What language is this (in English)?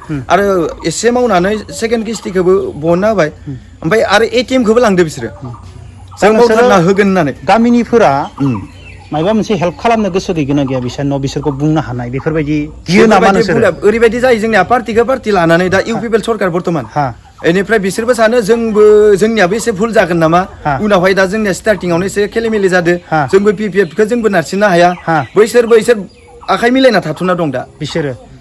Bodo